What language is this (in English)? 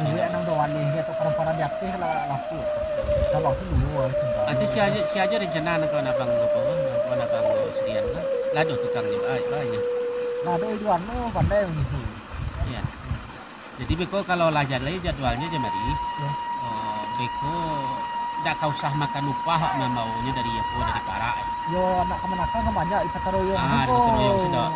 Minangkabau